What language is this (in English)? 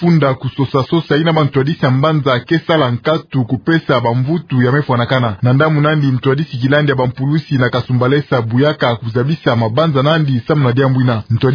Kituba (Democratic Republic of Congo)